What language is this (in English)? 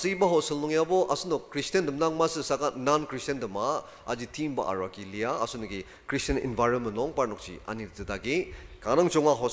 Ao Naga